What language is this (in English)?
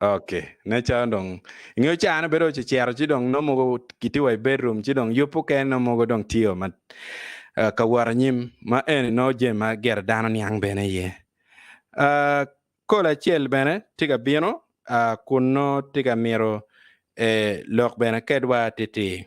Acoli